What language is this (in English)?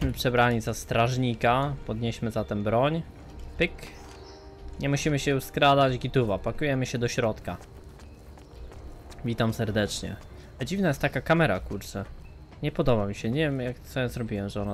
Polish